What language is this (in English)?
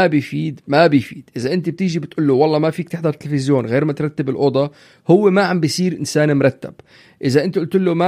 North Levantine Arabic